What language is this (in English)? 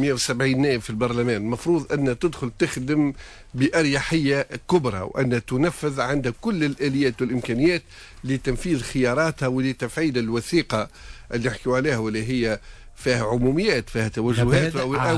Tunisian Arabic